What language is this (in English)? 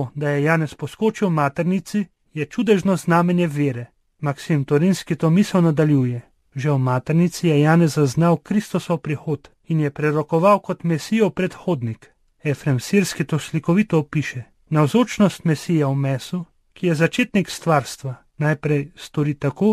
Slovenian